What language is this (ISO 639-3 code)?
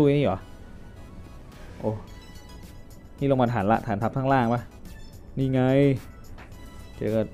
tha